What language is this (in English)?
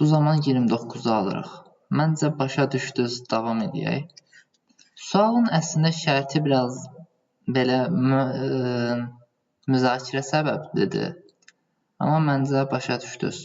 Azerbaijani